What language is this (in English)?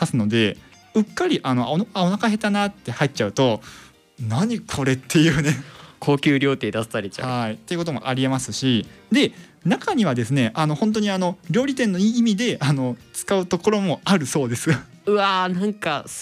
Japanese